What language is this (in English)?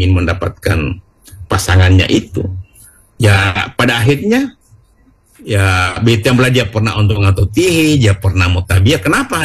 Indonesian